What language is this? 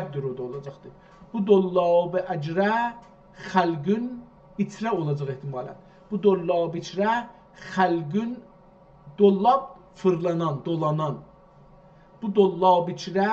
South Azerbaijani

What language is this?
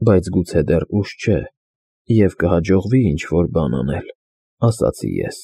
Armenian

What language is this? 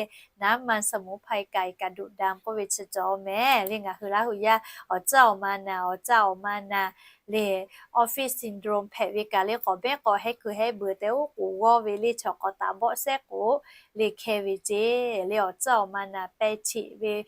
Lahu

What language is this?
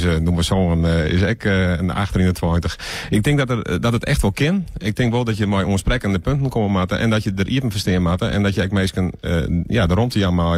Western Frisian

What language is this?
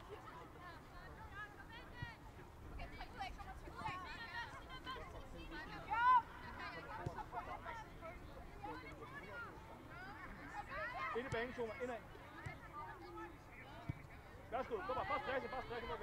Danish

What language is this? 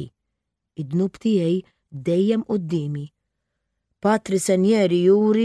Maltese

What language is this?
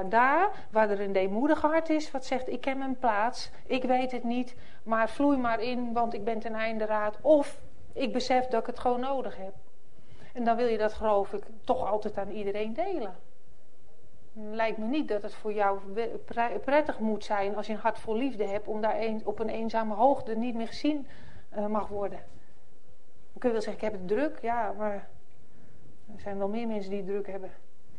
Dutch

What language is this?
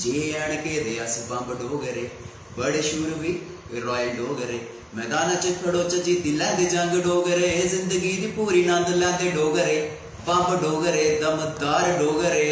Dogri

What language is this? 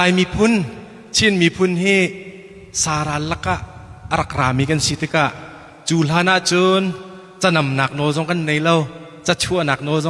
Hakha Chin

